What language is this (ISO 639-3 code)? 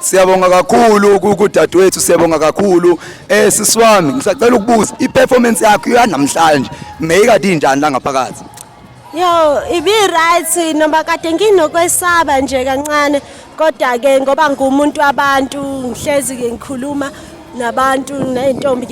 zul